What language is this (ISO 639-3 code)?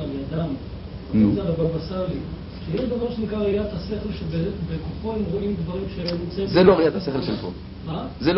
heb